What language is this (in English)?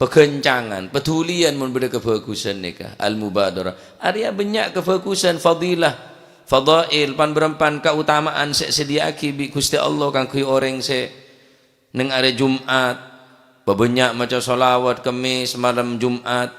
Madurese